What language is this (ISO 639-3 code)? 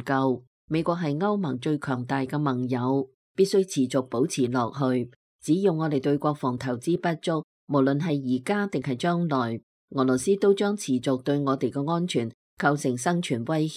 yue